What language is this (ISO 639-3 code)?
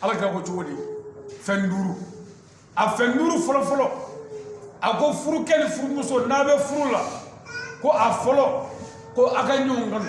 bam